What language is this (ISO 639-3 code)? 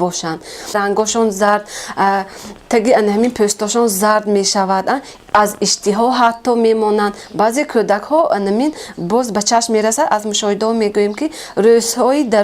tgk